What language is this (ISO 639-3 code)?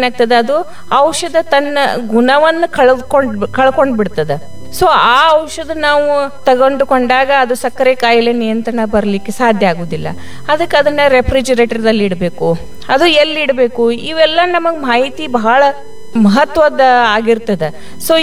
kan